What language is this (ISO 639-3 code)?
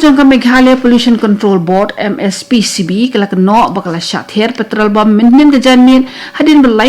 kha